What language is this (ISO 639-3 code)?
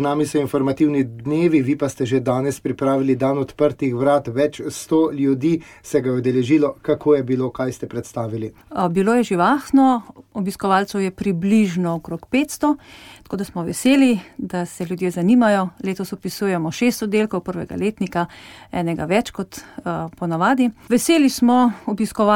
slv